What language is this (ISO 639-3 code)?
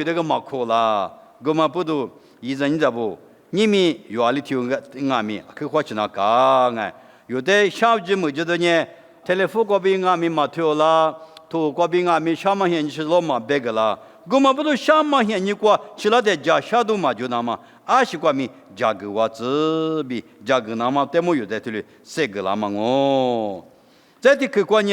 lis